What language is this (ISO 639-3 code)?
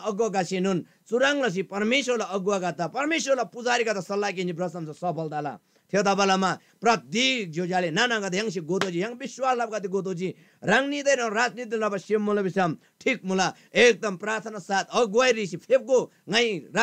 taj